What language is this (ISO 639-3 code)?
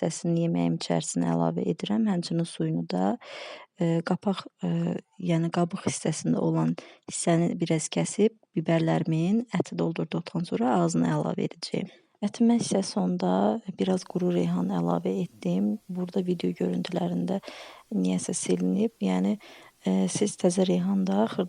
aze